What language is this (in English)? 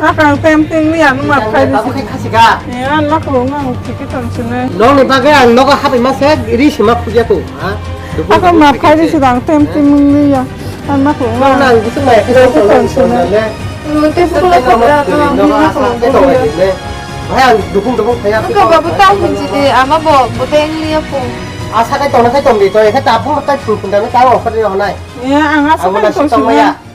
Kok Borok